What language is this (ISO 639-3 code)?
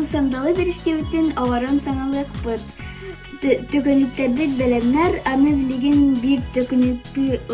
sah